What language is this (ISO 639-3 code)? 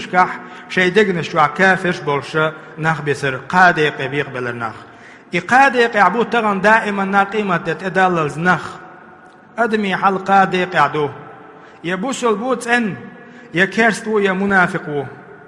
che